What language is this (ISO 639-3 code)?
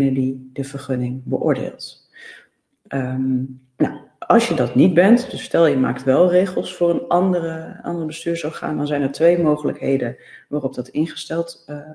nld